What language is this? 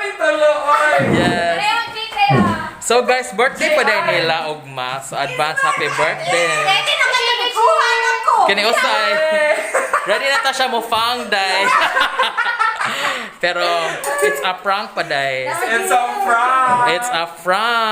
Cebuano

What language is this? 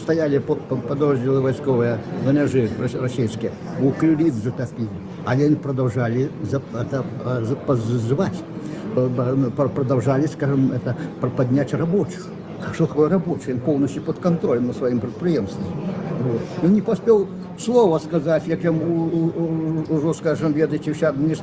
Belarusian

